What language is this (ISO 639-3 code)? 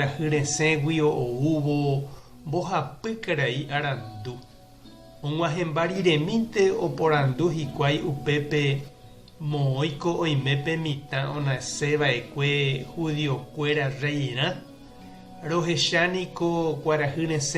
grn